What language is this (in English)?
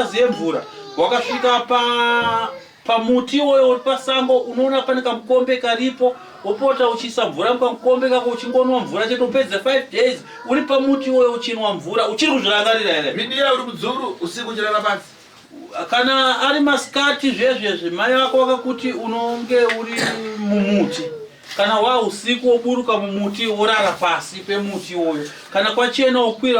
Shona